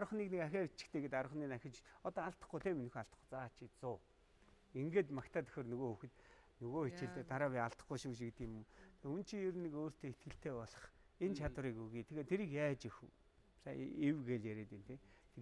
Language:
Mongolian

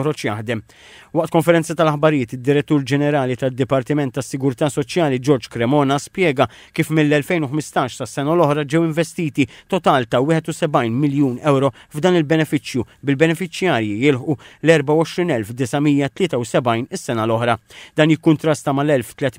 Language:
Maltese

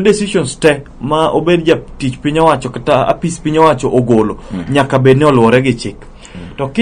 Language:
Luo (Kenya and Tanzania)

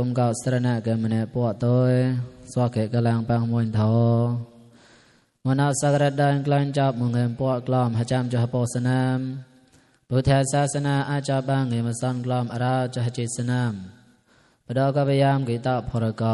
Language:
Mon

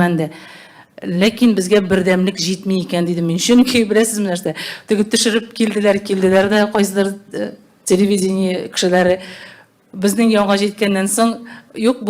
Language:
Tatar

